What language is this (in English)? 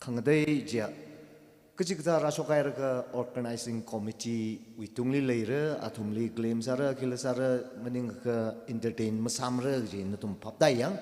Tangkhul Naga (India)